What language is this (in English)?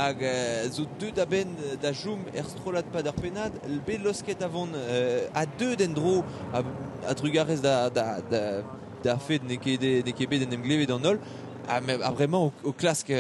Breton